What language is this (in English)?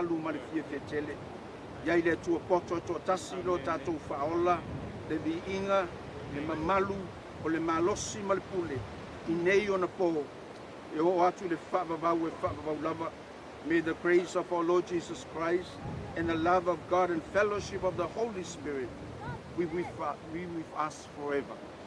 Samoan